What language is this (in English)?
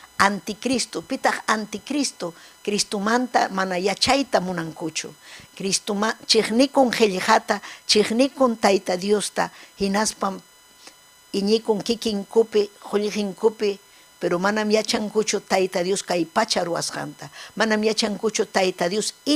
Ayacucho Quechua